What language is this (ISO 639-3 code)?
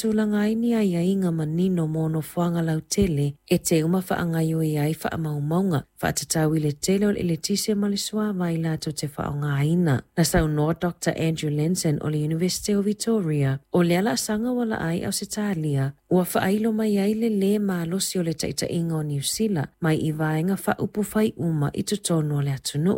smo